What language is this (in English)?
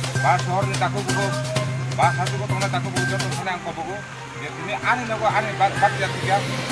Kok Borok